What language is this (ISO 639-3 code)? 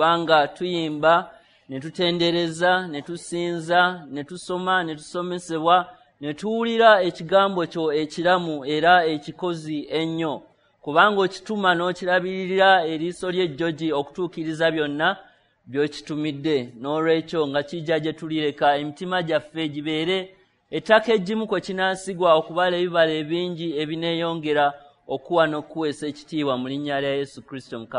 lug